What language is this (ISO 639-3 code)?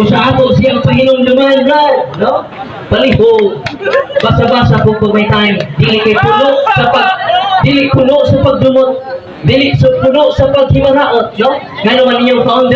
ceb